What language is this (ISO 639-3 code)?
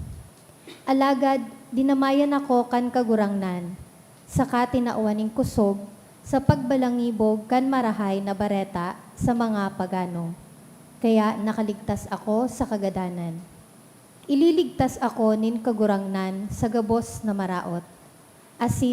bik